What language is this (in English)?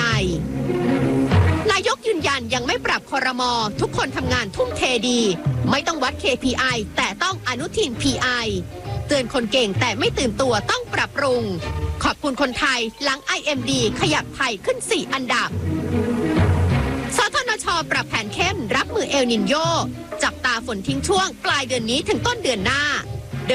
Thai